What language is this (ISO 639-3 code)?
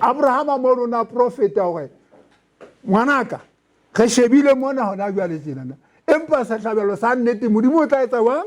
sot